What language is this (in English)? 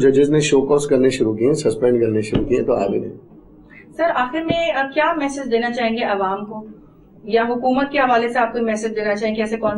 Urdu